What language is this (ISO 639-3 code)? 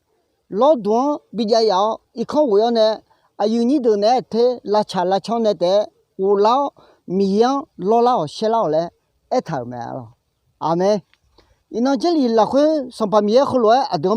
ahk